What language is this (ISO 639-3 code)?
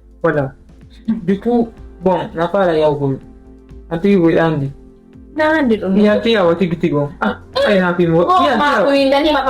ful